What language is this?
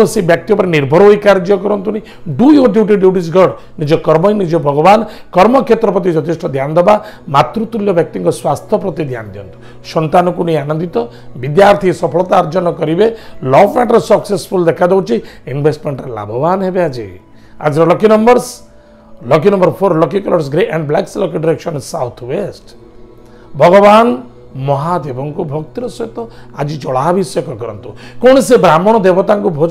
Odia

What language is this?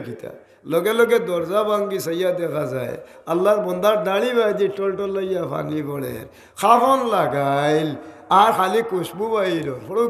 Sylheti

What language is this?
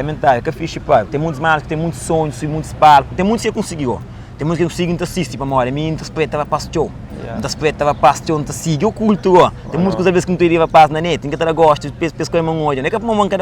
Kabuverdianu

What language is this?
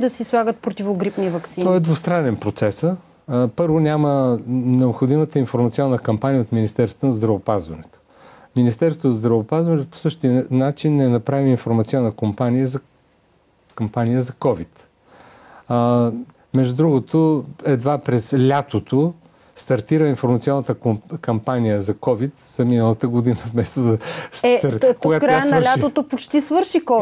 Bulgarian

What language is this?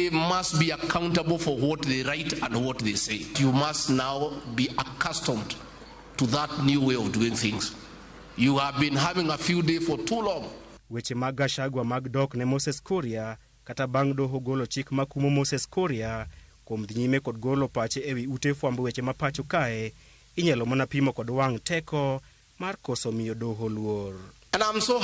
Luo (Kenya and Tanzania)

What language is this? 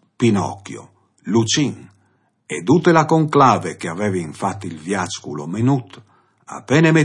Friulian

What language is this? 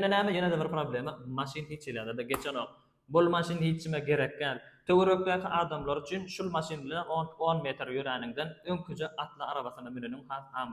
Turkmen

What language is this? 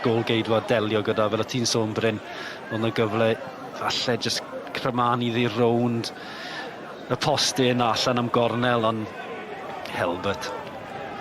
Welsh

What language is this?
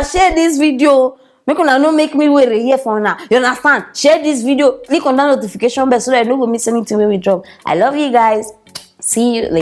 Nigerian Pidgin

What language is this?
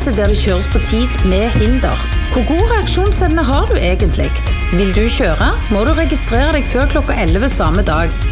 Norwegian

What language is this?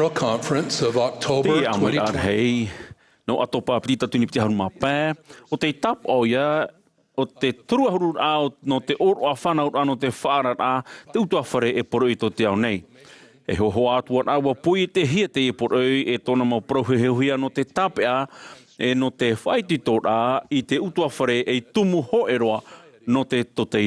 Tahitian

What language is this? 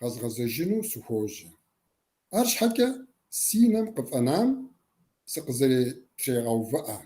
Kabardian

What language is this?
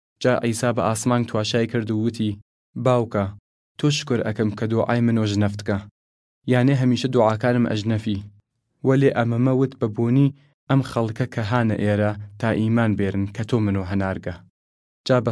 Southern Kurdish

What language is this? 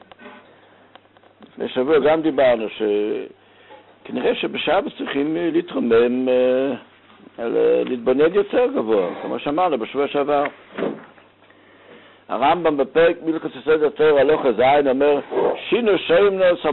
Hebrew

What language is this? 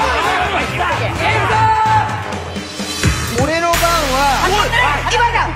Japanese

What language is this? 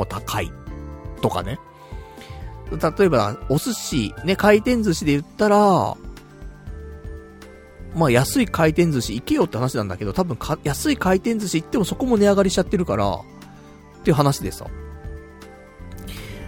Japanese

